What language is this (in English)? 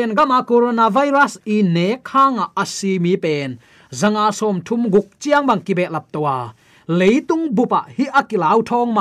Tedim Chin